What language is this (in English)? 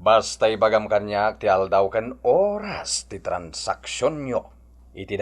Iloko